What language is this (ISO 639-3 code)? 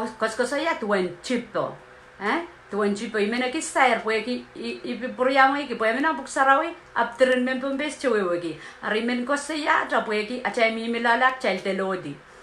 pon